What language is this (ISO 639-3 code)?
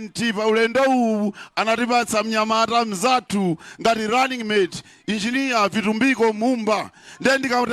nya